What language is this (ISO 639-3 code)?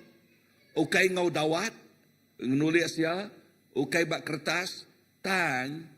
iba